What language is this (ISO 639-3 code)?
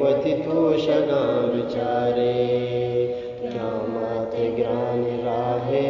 bgp